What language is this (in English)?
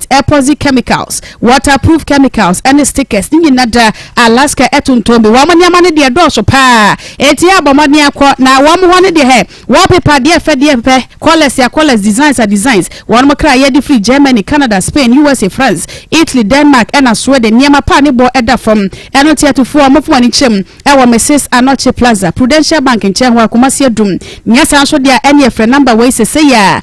Akan